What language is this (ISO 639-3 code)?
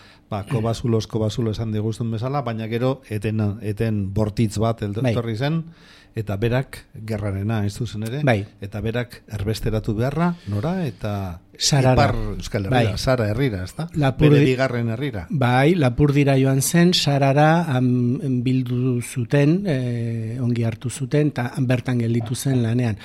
eus